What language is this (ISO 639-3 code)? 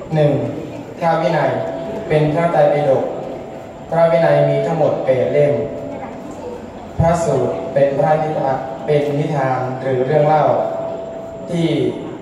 tha